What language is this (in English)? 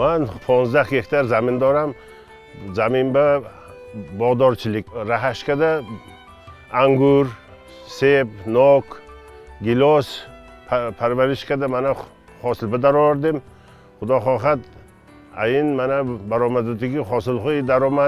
Tajik